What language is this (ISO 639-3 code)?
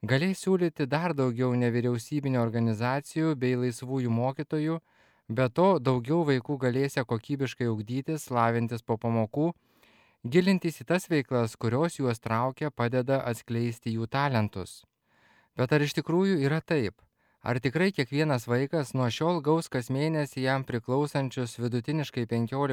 lit